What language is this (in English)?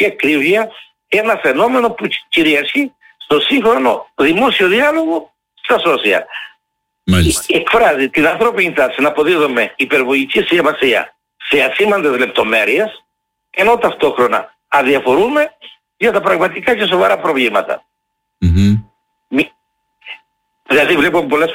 Greek